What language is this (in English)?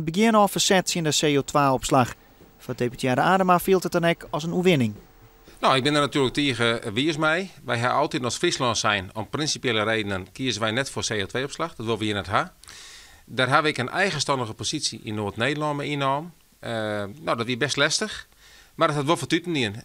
Western Frisian